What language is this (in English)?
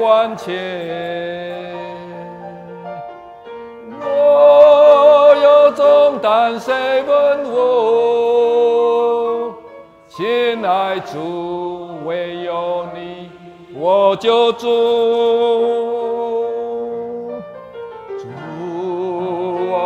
Chinese